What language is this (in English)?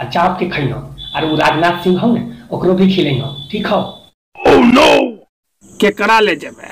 Magahi